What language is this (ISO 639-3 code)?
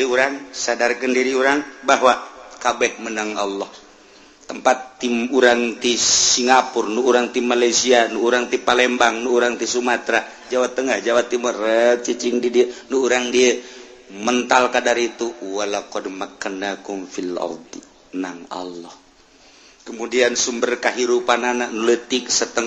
sun